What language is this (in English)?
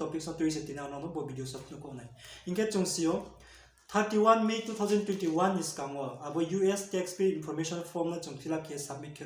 Riang (India)